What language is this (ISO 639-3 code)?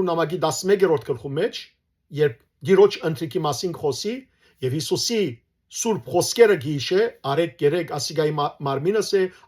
hyw